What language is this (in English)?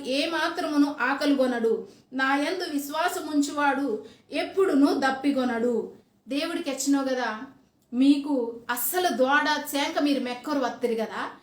Koya